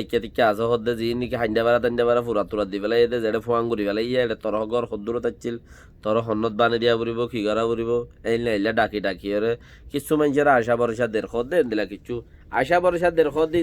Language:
Rohingya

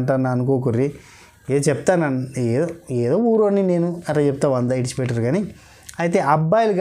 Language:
Telugu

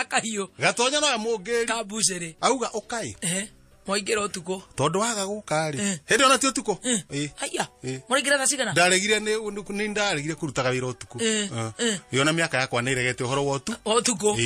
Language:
Kikuyu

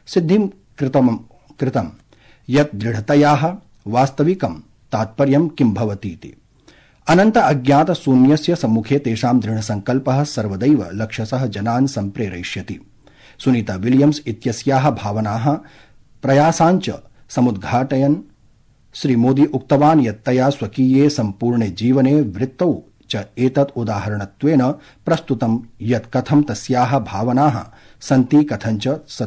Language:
Sanskrit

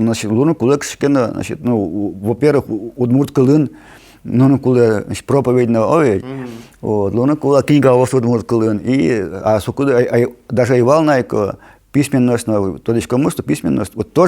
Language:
Udmurt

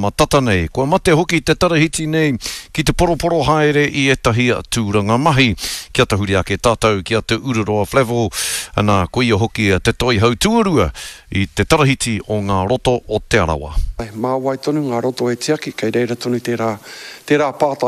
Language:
Māori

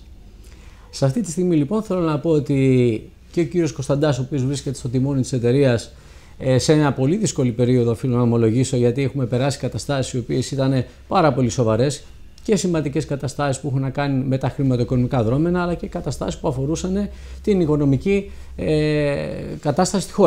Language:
Greek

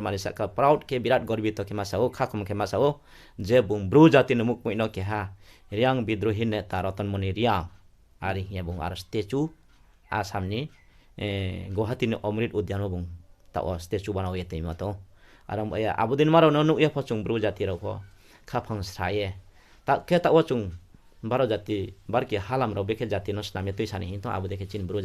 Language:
Riang (India)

